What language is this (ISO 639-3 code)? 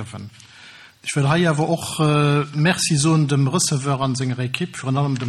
ltz